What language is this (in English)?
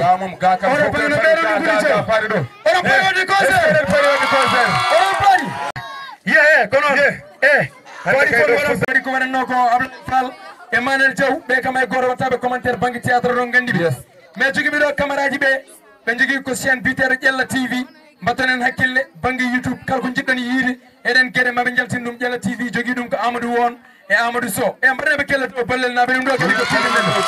Fula